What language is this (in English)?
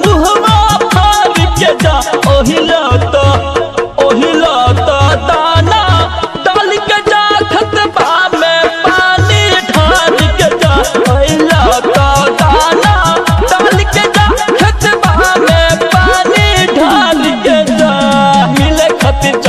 Bhojpuri